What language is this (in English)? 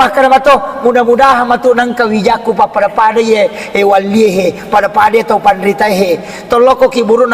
Buginese